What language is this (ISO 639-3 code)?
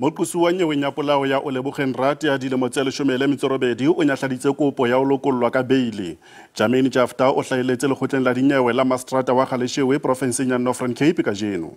sot